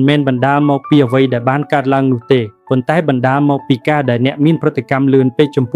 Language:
Khmer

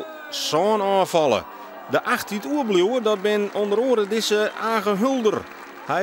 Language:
Western Frisian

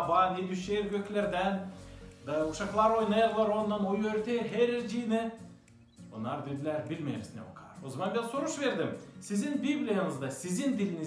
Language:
Gagauz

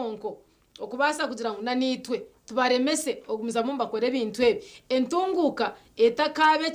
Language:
Nyankole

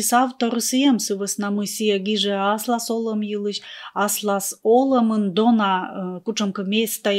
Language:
Komi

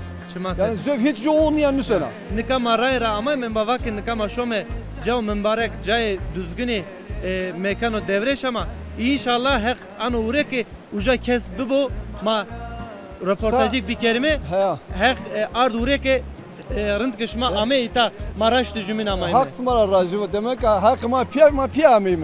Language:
Zaza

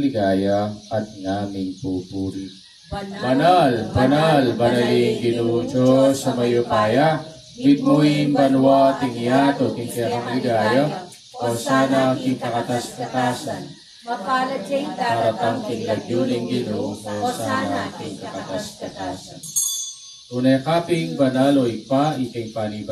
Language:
Pampanga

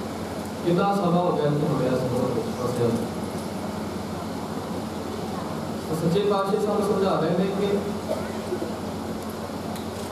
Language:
Punjabi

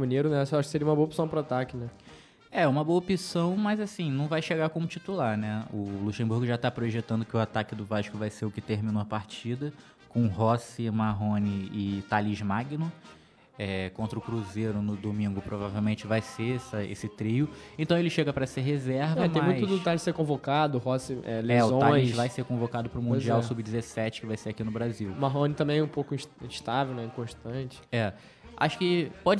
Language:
Portuguese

